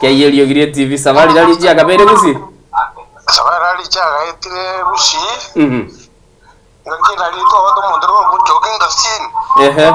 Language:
Gusii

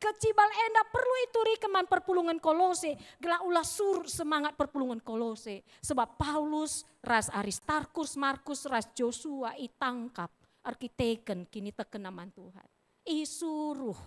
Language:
Batak Karo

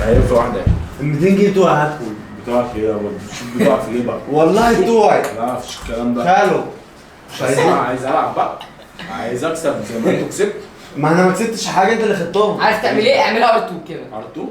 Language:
Egyptian Arabic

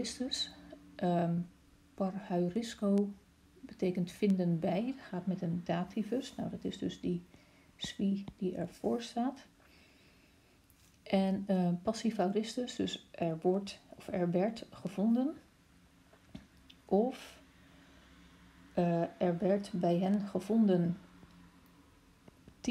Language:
Dutch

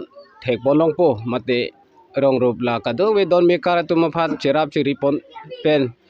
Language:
Karbi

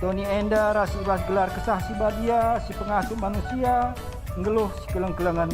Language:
Batak Karo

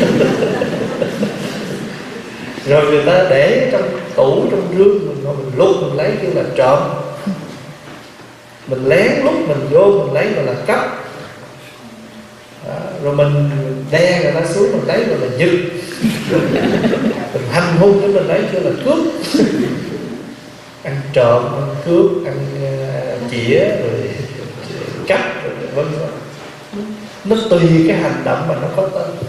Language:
Vietnamese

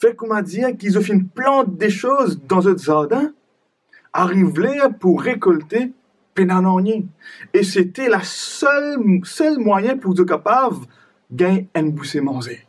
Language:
Morisyen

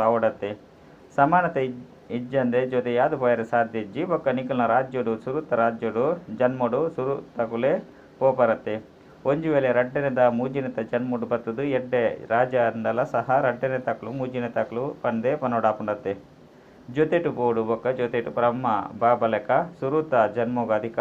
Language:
Tulu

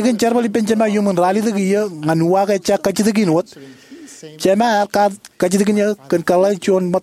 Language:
Marshallese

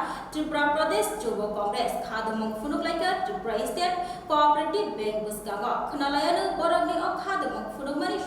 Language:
Kok Borok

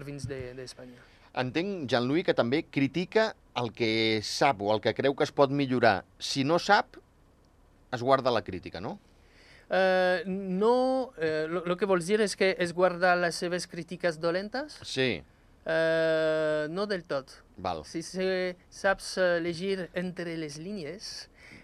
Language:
Catalan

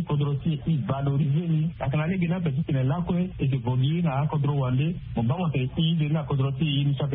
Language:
Sango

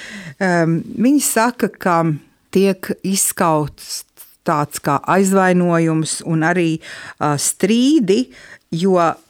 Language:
Latvian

